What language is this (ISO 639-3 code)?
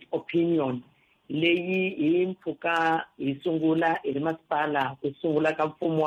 tso